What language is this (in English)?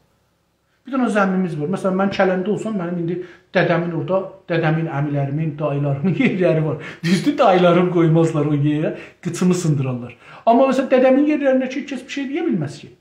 South Azerbaijani